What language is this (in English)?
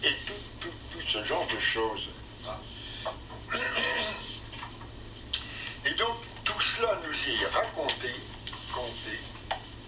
French